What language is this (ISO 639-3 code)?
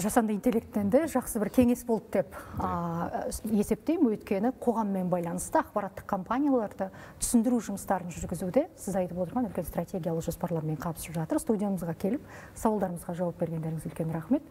kaz